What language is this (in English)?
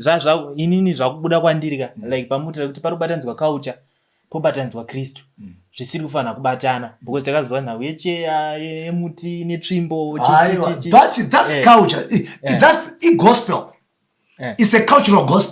Shona